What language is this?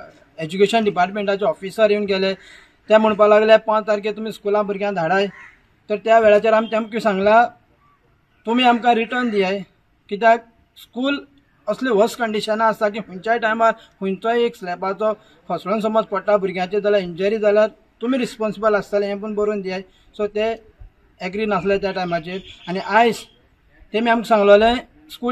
Konkani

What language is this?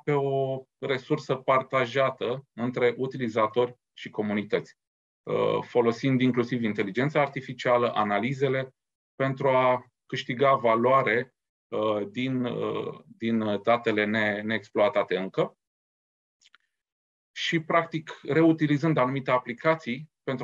Romanian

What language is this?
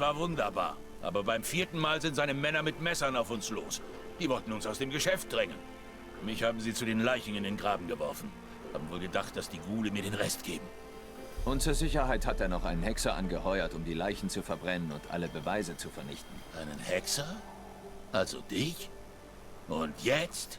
Swiss German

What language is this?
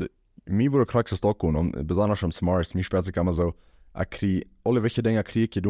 Plautdietsch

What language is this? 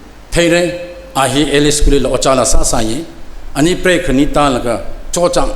Tangkhul Naga (India)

